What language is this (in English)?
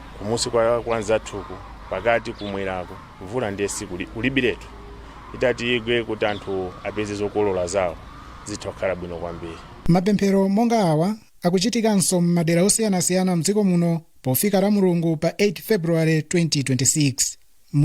Nyanja